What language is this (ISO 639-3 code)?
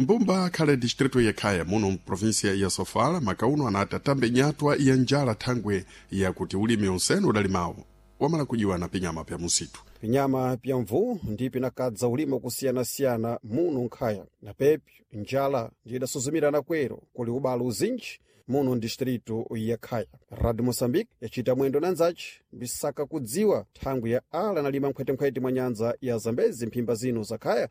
seh